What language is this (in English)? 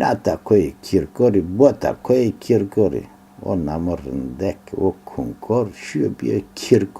Zaza